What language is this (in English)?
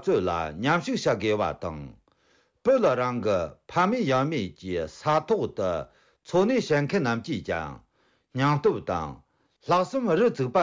Tibetan